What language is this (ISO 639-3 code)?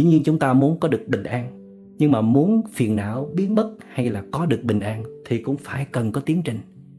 vie